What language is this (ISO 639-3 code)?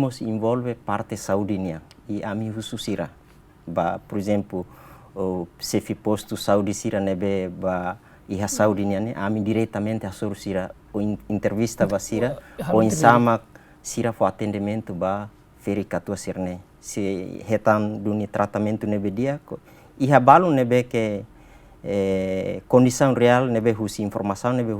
tet